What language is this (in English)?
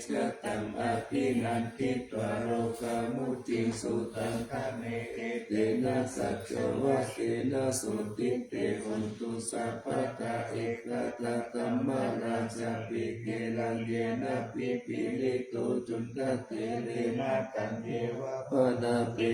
Pali